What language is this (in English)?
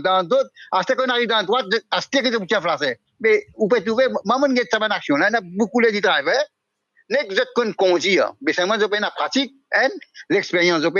Morisyen